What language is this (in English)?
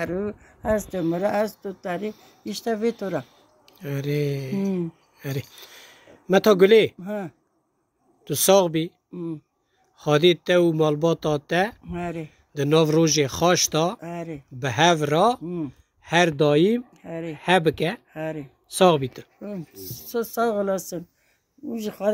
Kurdish